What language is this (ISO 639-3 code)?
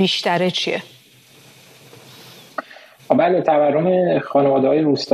fas